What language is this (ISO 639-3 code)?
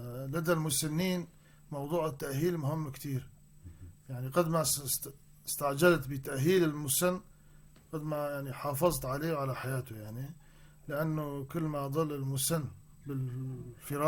apc